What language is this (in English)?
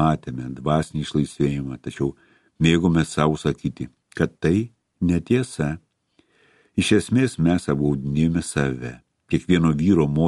Lithuanian